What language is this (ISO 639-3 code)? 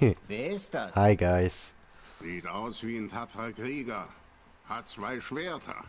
gsw